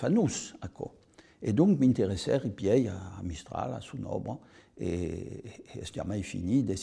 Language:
Occitan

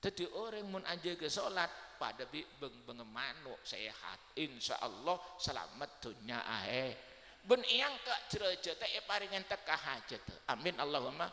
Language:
Madurese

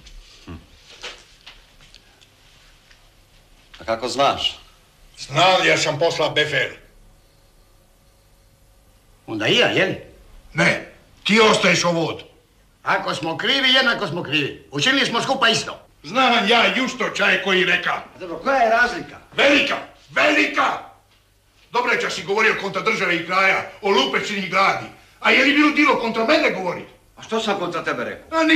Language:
Croatian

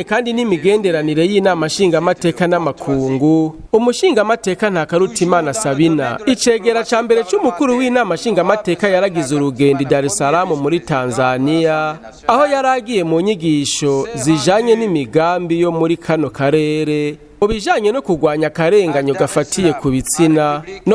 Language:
Rundi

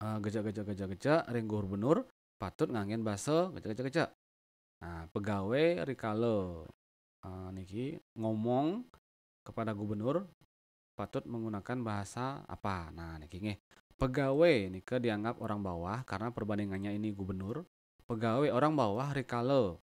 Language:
Balinese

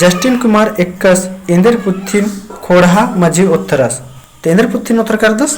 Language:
Kurukh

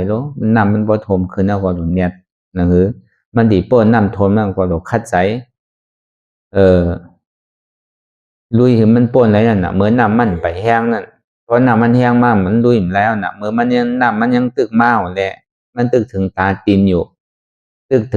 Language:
Shan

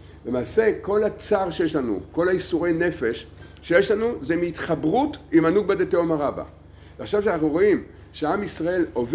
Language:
Hebrew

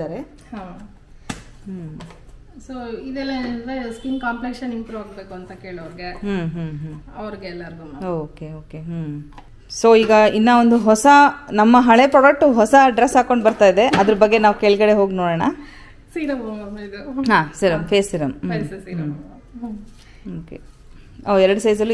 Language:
Kannada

